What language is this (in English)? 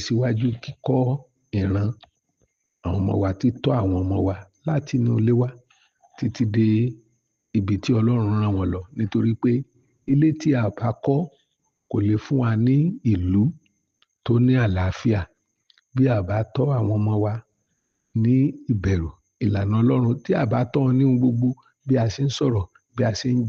Yoruba